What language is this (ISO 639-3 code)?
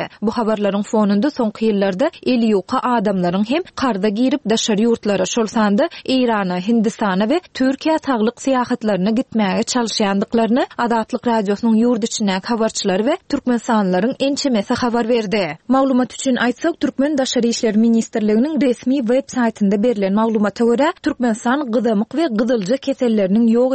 tuk